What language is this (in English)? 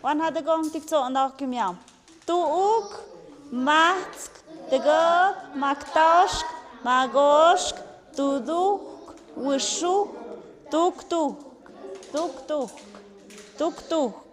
Tlahuitoltepec Mixe